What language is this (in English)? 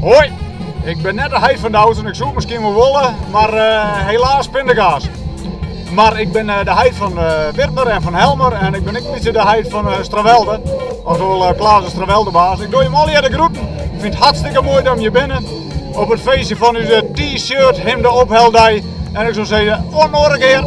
Western Frisian